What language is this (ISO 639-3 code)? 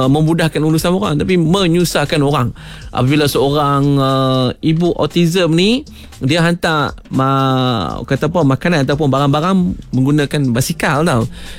msa